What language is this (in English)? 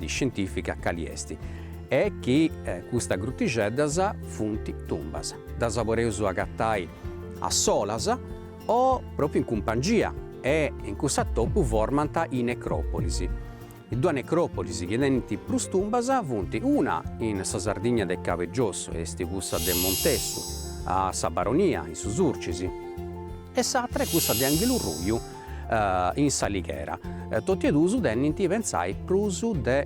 Sardinian